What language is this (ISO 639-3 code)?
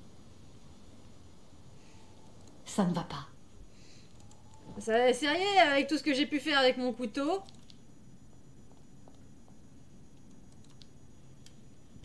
fra